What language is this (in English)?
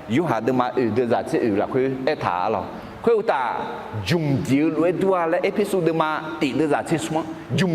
Akha